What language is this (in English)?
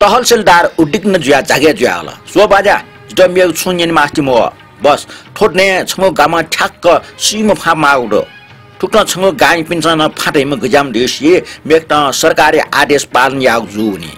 Newari